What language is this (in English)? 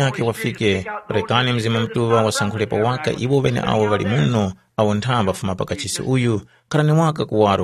Tumbuka